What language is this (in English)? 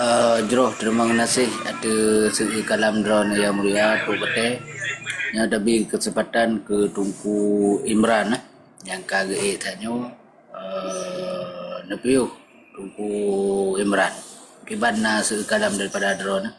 Achinese